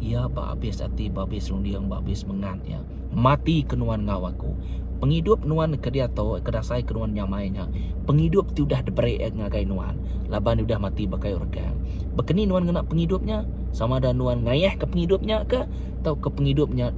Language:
Iban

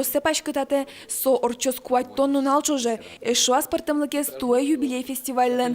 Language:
Udmurt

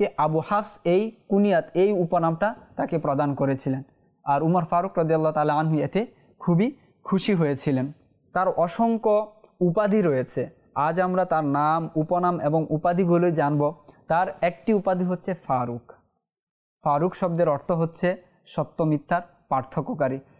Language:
Bangla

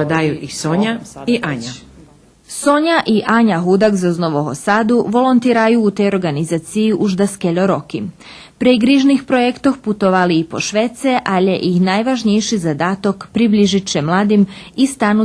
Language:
Rusyn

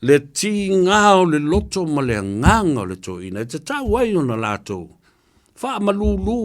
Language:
Samoan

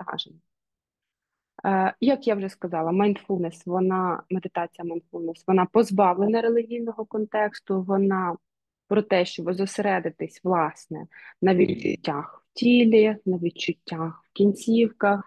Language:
Ukrainian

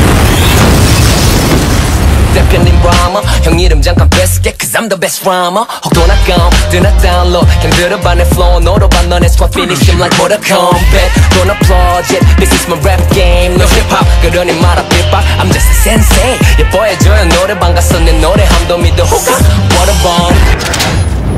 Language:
Korean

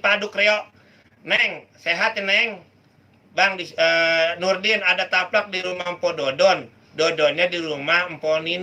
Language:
Betawi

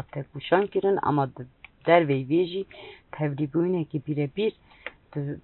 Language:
Kurdish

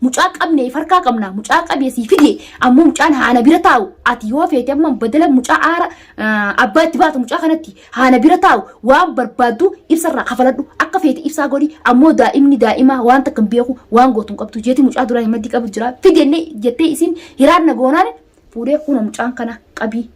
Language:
Oromo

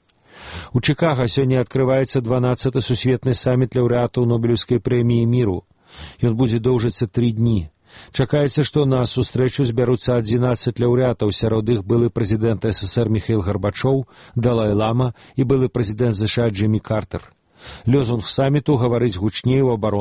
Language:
Belarusian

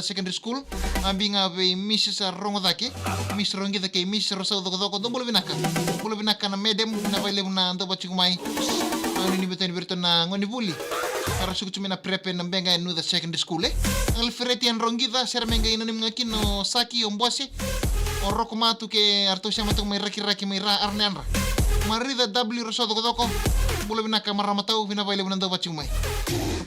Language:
Fijian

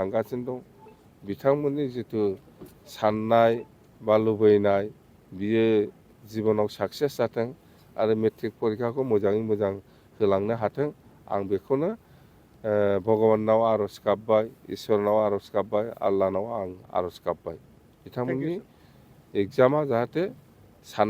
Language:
Bodo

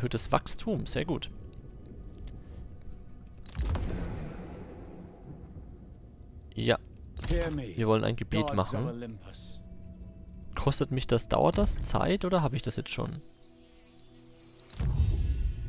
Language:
German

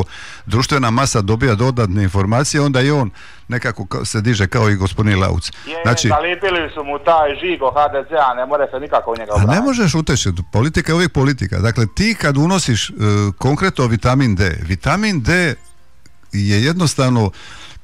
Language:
Croatian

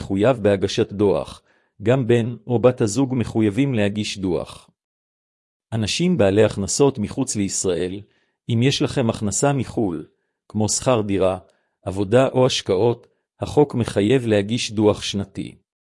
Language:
Hebrew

